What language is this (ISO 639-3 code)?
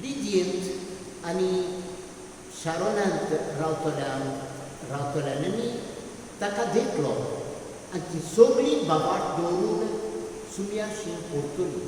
kok